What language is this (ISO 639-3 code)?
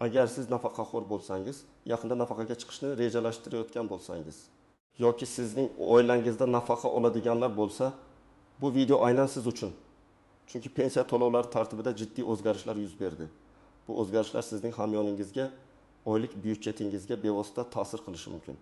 uzb